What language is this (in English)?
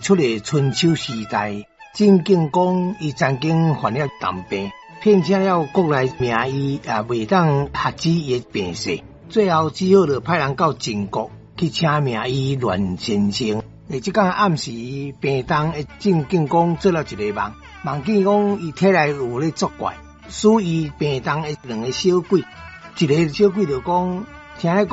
Min Nan Chinese